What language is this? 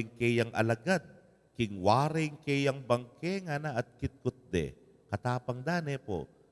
Pampanga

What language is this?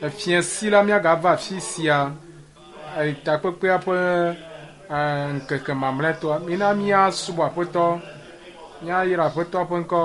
Ewe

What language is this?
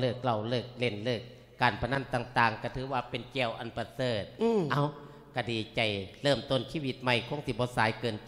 Lao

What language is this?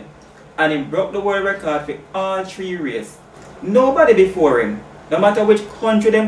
Jamaican Creole English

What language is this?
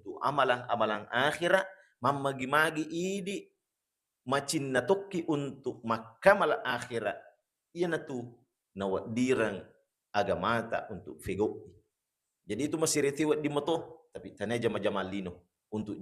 Buginese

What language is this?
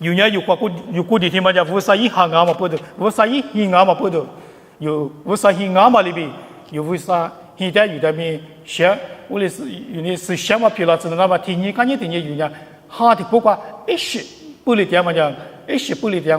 Lisu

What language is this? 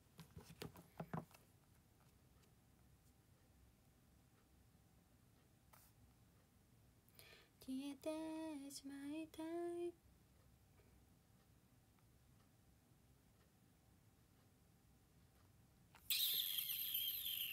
Japanese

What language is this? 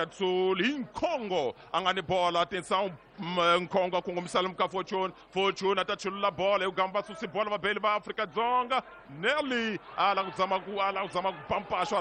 Tsonga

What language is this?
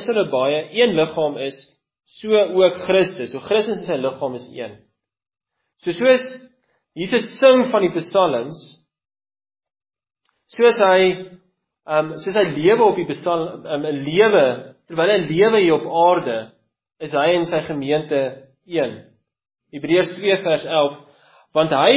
Afrikaans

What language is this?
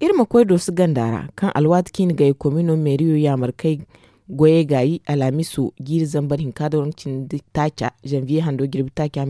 Zarma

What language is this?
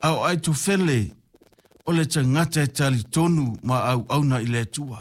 Samoan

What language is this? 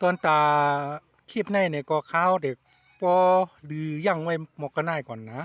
Shan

